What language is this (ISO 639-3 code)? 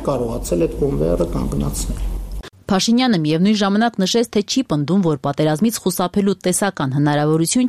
hye